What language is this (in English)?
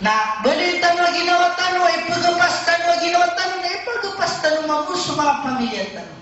Maranao